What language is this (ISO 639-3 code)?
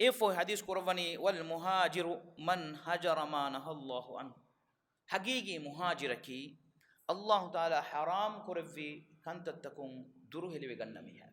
div